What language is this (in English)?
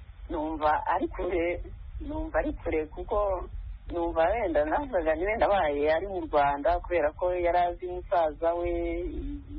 Kinyarwanda